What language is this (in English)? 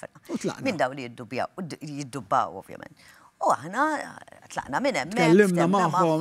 Maltese